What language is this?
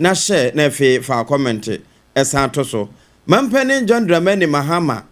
Akan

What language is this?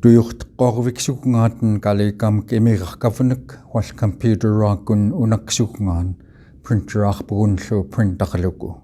Central Yupik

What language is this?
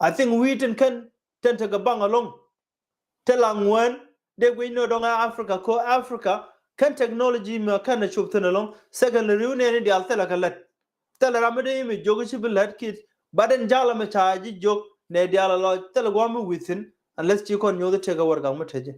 Nuer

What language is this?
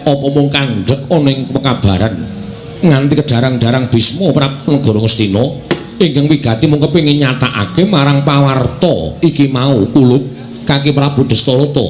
Javanese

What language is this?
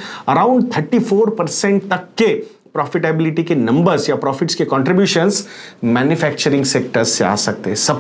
Hindi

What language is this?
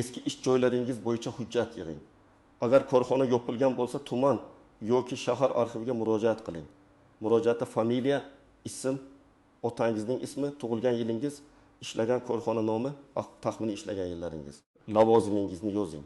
Uzbek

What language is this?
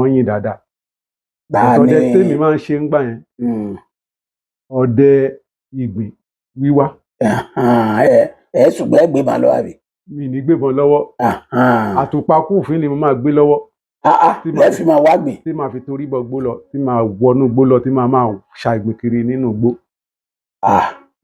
Yoruba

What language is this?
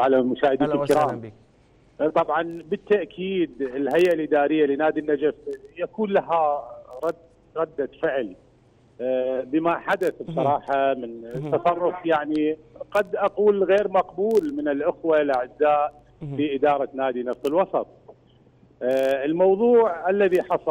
Mesopotamian Arabic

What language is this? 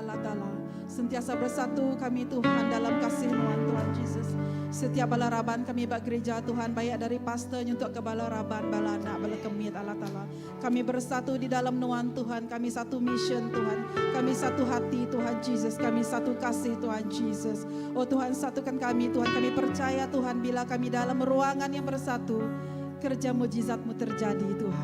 Iban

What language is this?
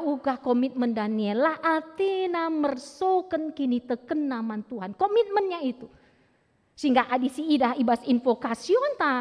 Batak Karo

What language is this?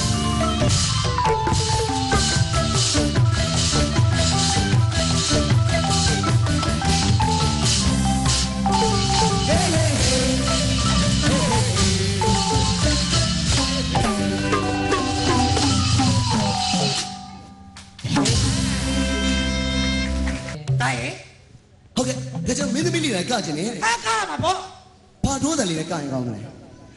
Burmese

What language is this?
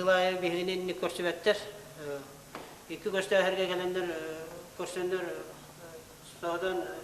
Yakut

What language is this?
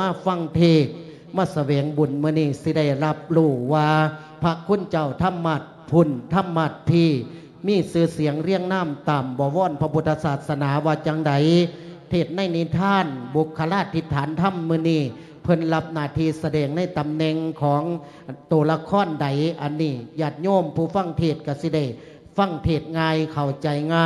Lao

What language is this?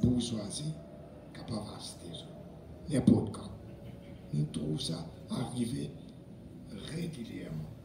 Morisyen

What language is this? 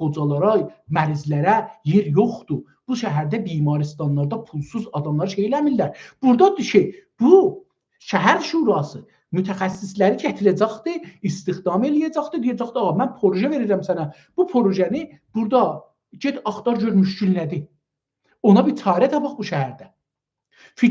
South Azerbaijani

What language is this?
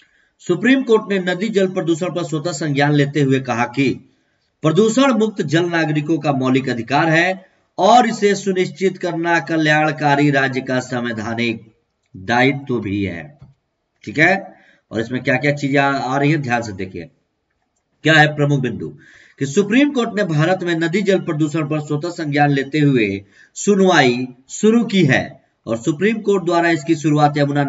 Hindi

